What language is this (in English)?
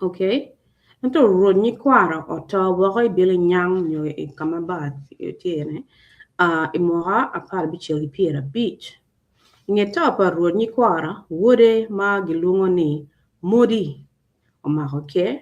Acoli